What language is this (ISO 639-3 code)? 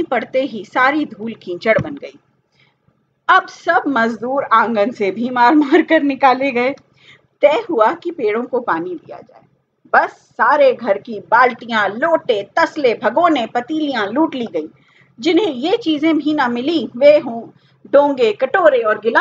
hin